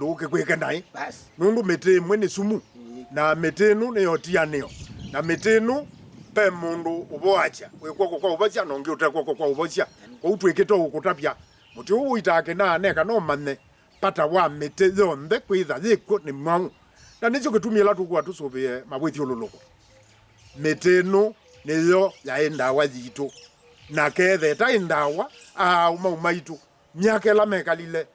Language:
Kamba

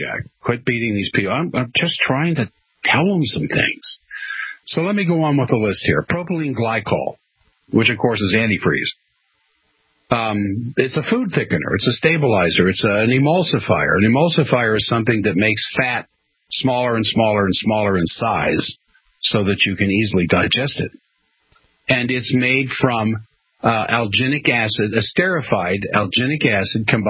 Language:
English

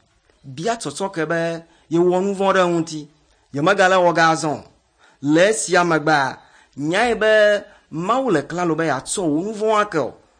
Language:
Ewe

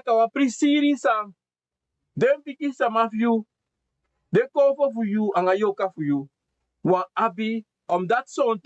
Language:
Sranan Tongo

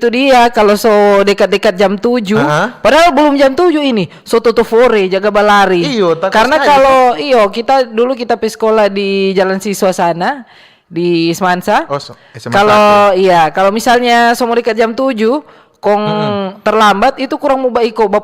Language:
Manado Malay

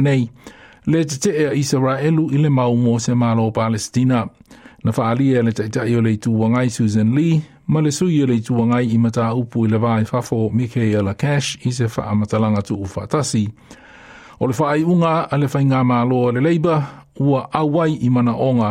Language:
Samoan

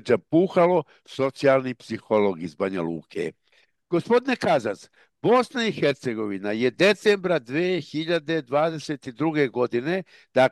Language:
Bosnian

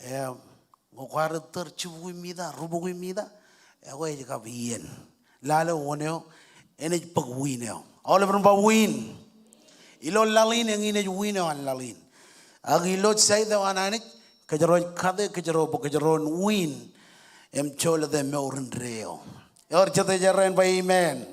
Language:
Marshallese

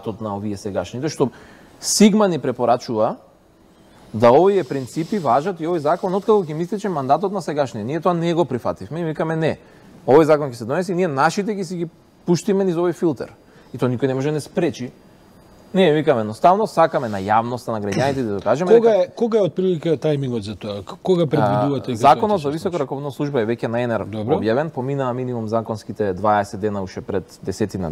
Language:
Macedonian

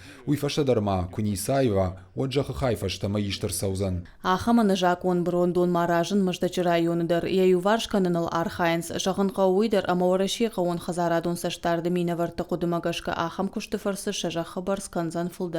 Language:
Ossetic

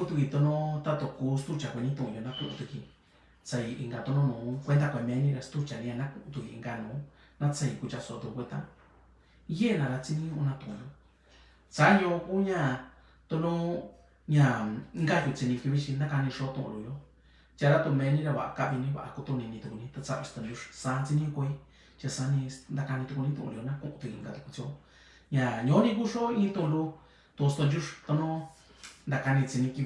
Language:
Mixtepec Mixtec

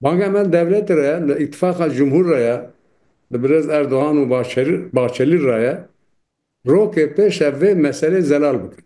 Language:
Kurdish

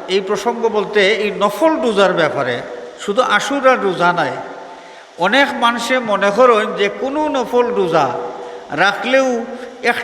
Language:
Sylheti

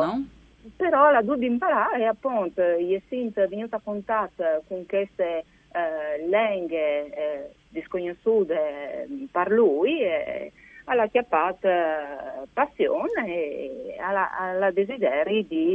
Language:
Friulian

